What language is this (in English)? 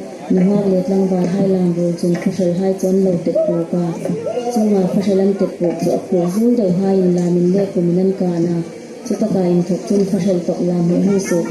Hmar